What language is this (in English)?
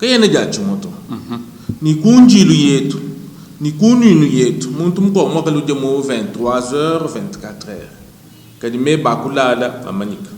Luba-Lulua